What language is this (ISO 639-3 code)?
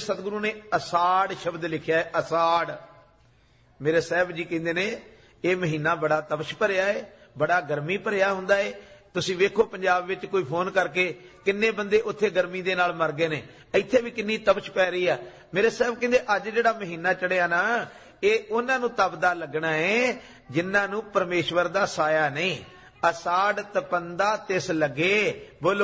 pan